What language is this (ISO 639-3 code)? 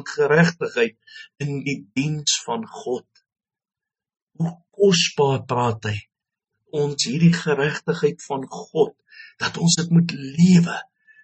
afr